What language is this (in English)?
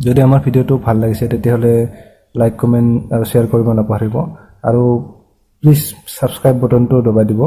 Assamese